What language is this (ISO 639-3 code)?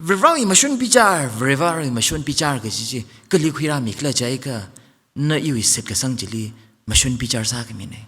nmf